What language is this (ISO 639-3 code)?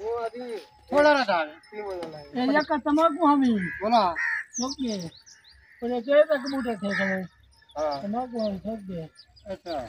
skr